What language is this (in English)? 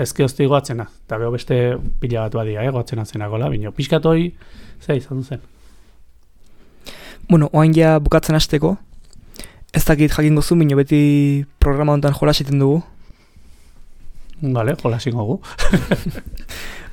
Basque